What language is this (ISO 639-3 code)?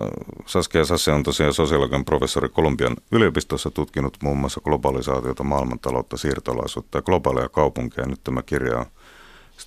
fin